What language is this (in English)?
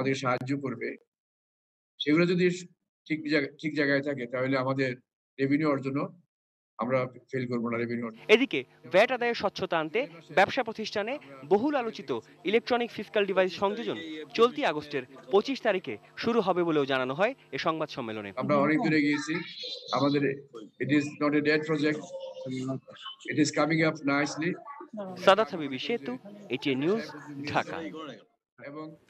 Bangla